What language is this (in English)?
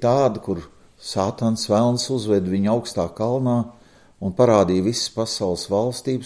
Latvian